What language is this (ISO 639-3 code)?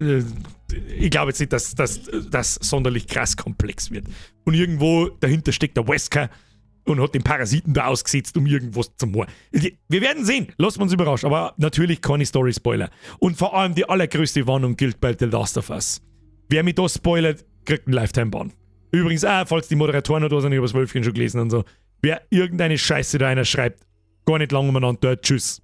bar